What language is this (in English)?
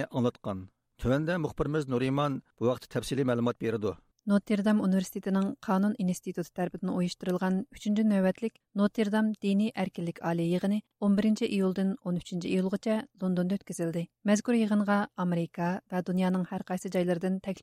Uyghur